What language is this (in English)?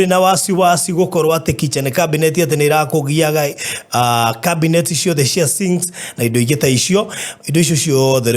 Kikuyu